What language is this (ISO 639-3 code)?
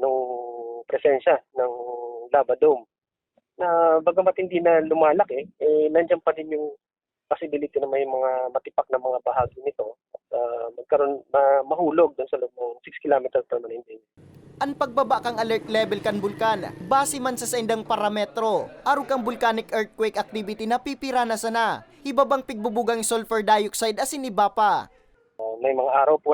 bik